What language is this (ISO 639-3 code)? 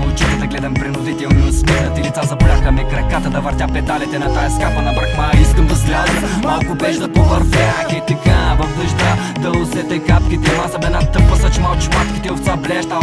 bul